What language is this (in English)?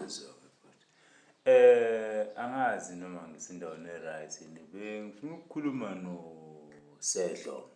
Zulu